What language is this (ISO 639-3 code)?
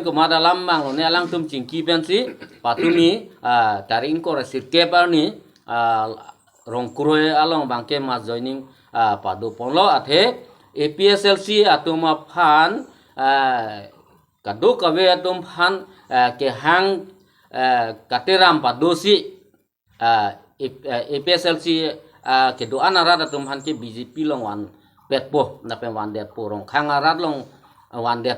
mjw